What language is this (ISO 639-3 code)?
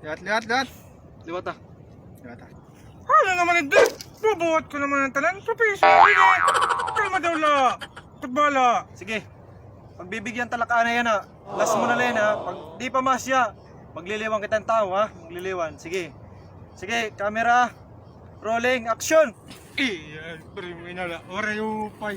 war